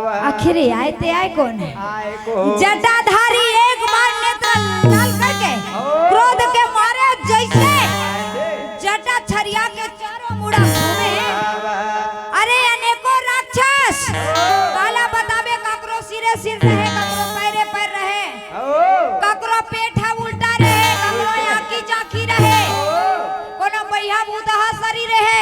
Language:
Chhattisgarhi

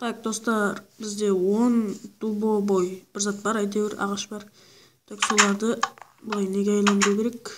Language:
Kara-Kalpak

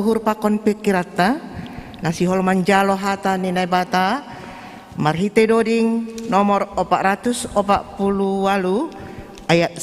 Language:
Batak Simalungun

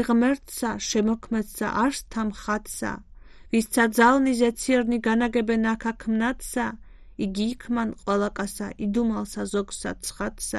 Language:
Georgian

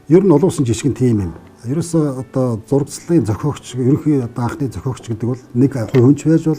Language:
Mongolian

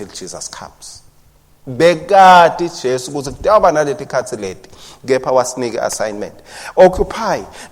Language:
Swati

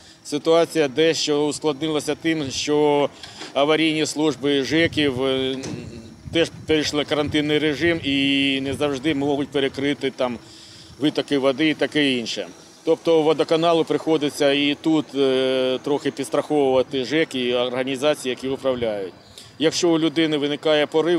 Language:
Ukrainian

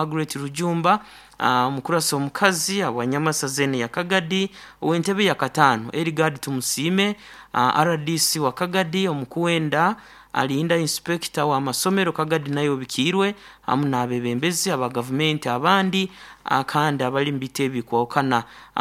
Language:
Nyankole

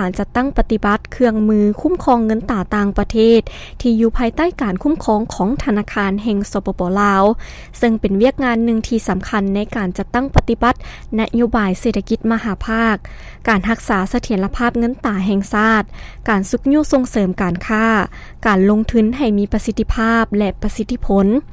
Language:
Lao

